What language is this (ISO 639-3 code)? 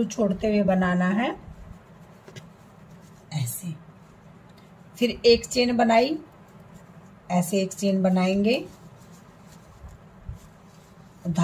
hin